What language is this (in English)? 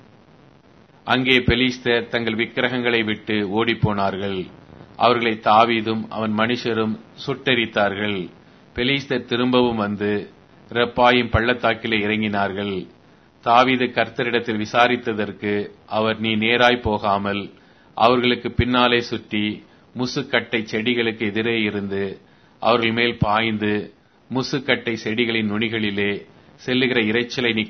Tamil